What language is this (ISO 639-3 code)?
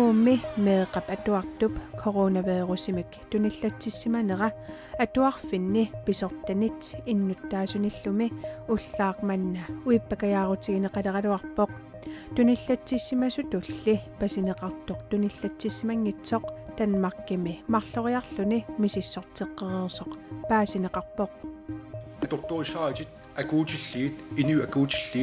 kal